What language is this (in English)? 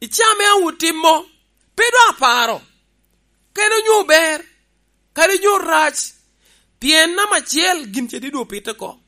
Lango (Uganda)